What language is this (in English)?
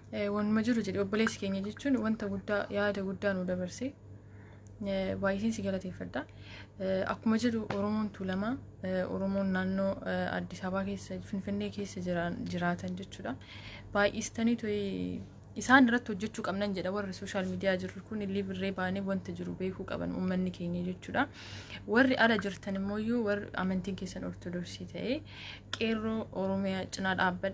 Oromo